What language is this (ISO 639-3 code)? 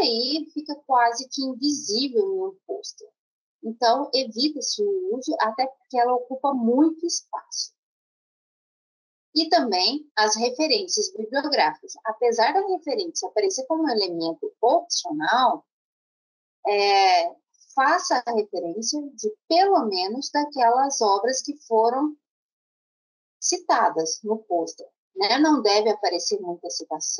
por